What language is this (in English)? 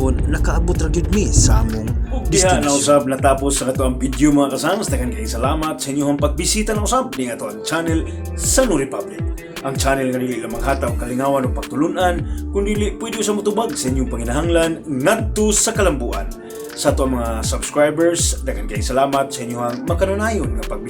Cebuano